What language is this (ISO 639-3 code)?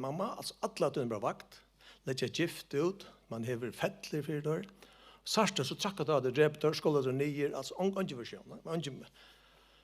fao